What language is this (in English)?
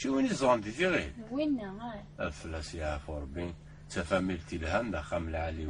Kabyle